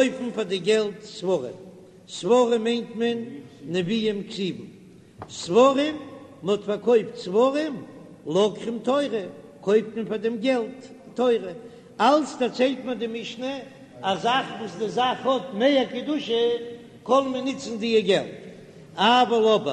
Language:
Yiddish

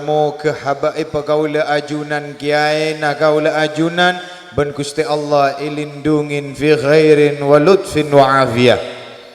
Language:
Madurese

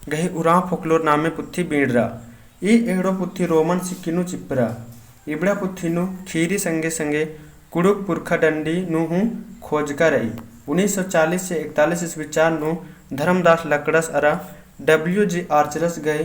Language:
Kurukh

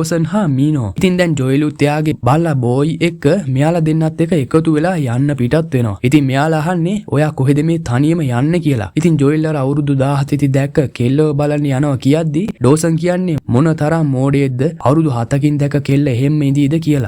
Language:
Sinhala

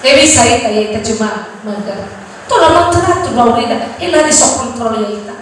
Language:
Nias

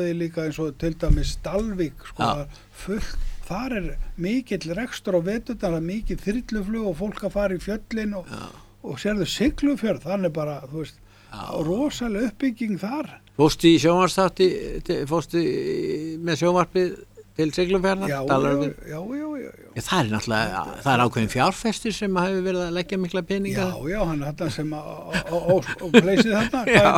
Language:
Icelandic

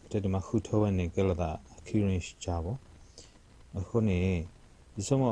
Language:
S'gaw Karen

